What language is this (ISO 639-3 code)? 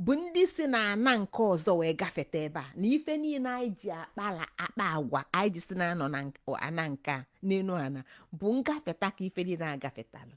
ibo